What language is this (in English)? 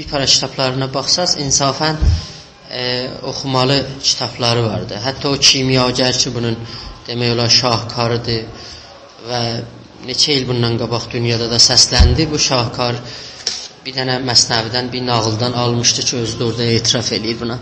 South Azerbaijani